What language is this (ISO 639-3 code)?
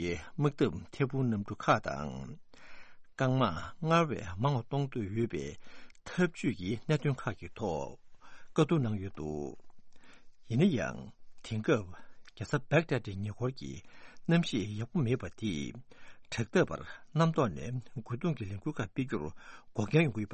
bod